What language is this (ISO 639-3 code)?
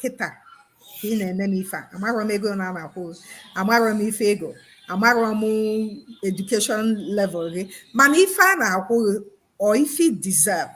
ibo